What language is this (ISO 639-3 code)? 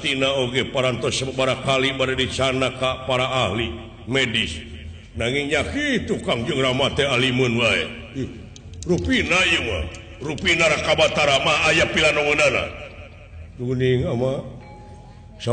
sun